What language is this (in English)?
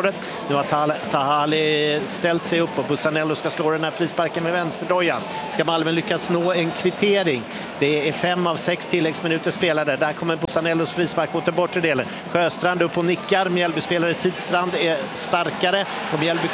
Swedish